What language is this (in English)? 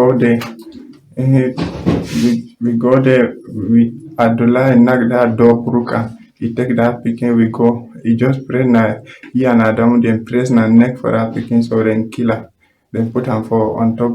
Cameroon Pidgin